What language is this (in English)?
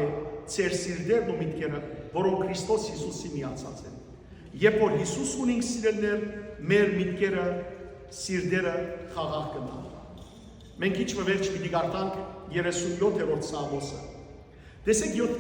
Western Armenian